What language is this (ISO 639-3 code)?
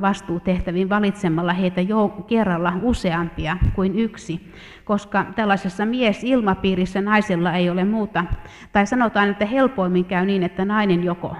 fin